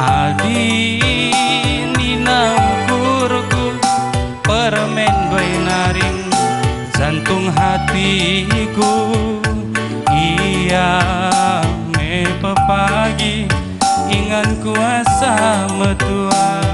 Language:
Batak Karo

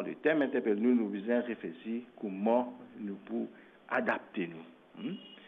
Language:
Morisyen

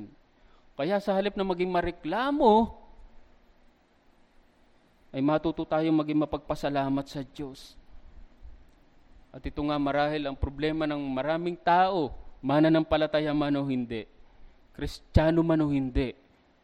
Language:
Filipino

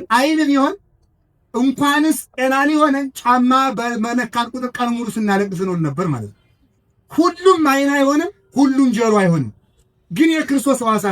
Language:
Amharic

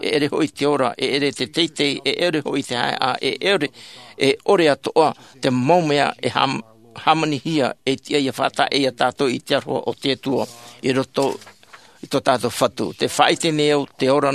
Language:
Tahitian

